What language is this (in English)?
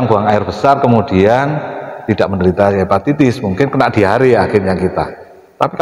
Indonesian